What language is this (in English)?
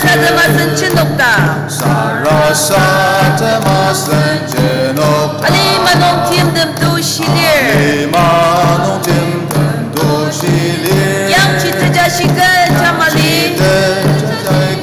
Ao Naga